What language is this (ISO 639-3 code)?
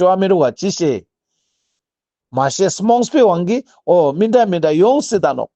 lbj